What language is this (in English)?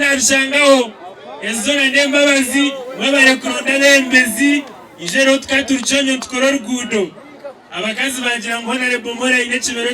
Nyankole